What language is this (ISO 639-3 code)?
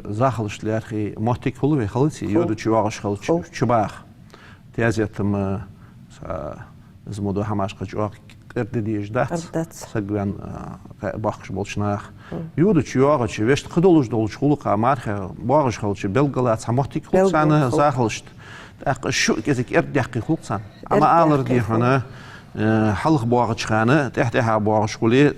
inh